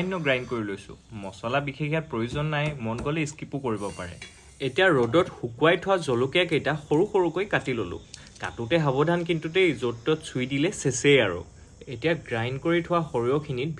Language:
Assamese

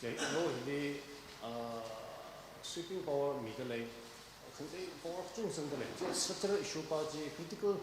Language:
Tangkhul Naga (India)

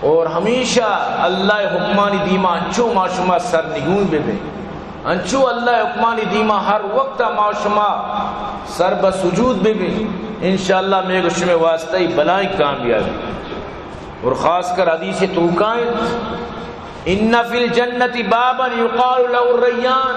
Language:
Baluchi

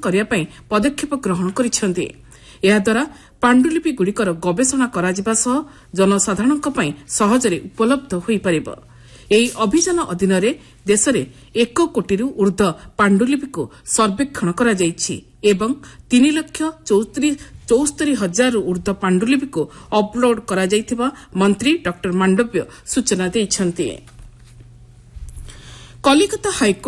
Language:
Odia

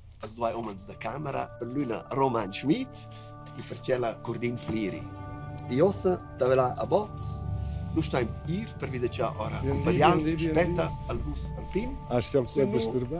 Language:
Romansh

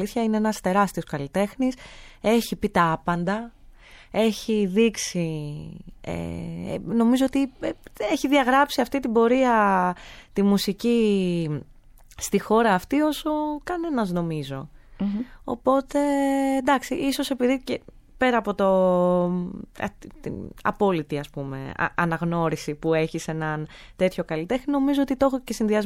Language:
Greek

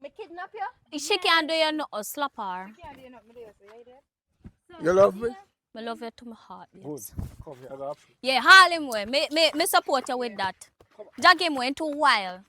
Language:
Jamaican Creole English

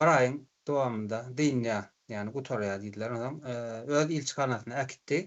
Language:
Turkmen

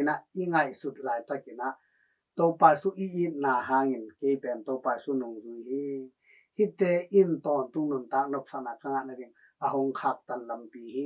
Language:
Tedim Chin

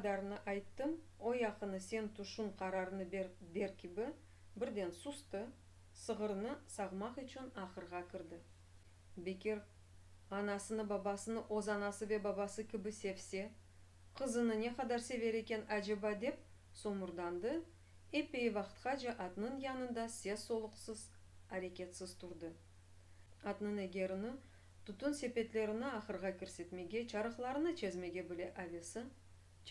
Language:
Crimean Tatar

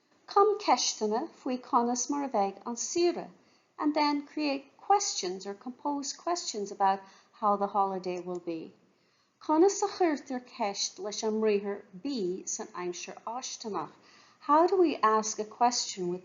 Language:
Irish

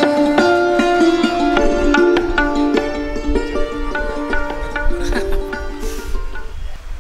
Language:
Marathi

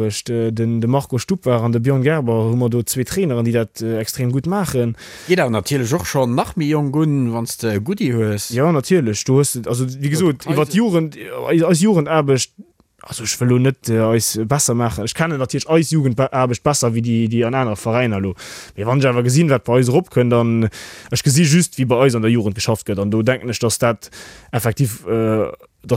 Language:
Luxembourgish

